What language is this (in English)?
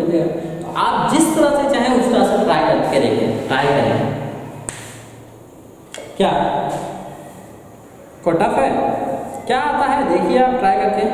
Hindi